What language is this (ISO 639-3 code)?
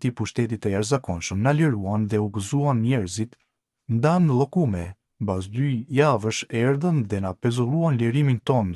sqi